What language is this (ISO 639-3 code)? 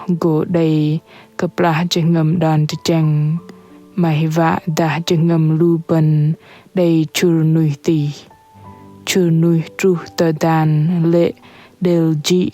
bdq